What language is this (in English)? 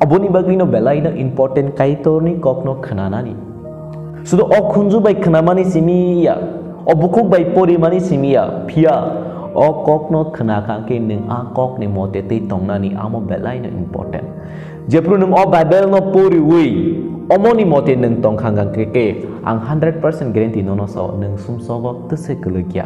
Kok Borok